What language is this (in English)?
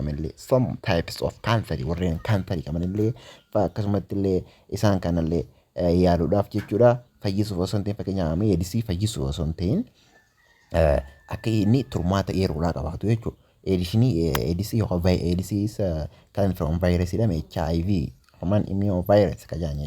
Oromo